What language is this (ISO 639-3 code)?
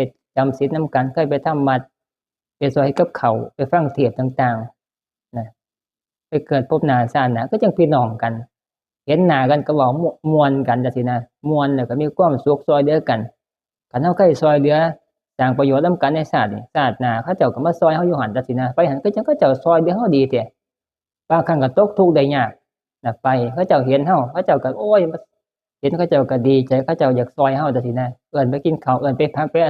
tts